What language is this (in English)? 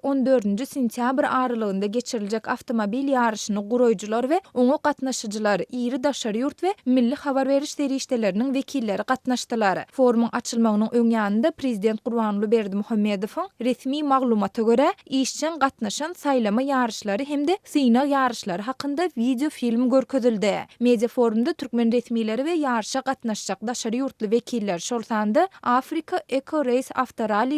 Turkmen